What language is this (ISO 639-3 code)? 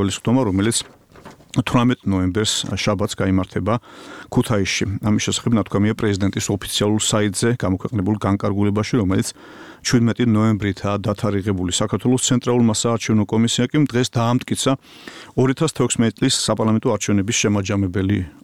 kat